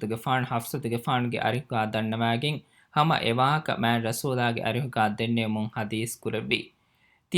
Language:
Divehi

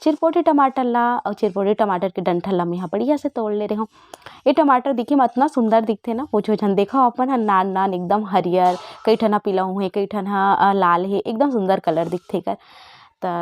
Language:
Chhattisgarhi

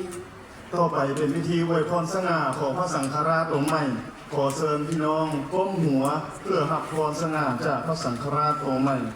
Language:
Lao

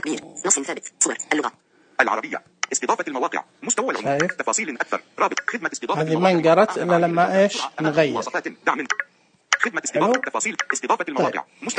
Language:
Najdi Arabic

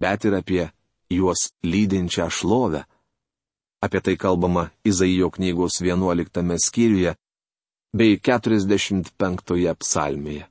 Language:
Lithuanian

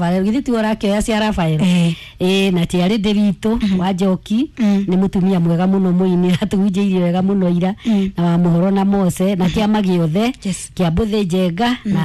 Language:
Kikuyu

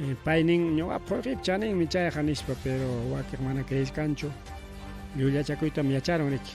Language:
Ayacucho Quechua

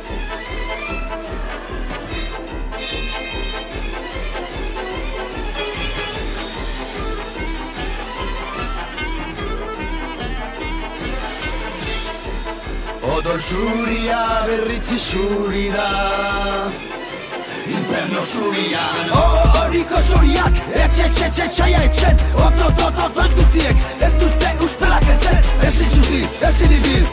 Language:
Basque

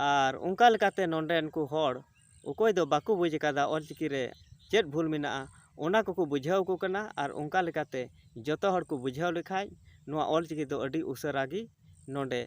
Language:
Santali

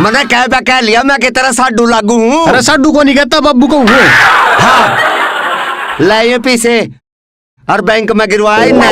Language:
Haryanvi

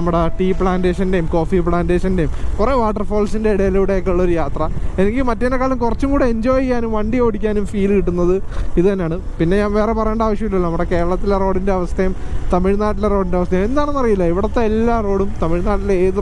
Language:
Malayalam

